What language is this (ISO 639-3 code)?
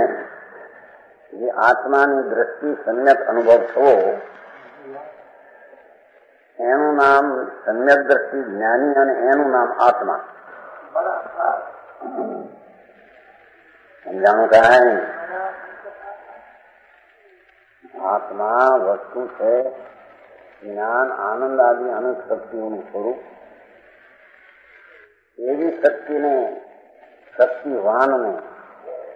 guj